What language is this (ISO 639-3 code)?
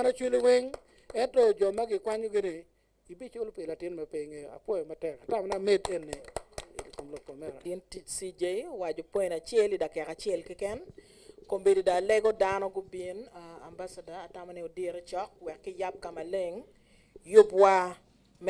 ach